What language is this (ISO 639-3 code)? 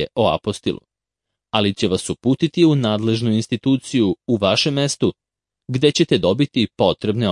srp